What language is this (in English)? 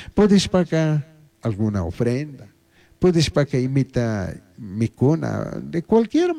Chimborazo Highland Quichua